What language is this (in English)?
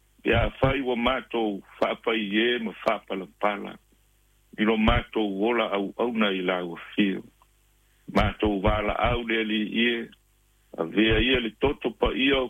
Samoan